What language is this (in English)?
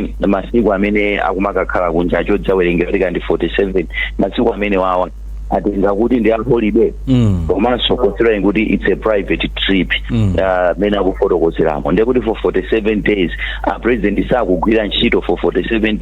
Nyanja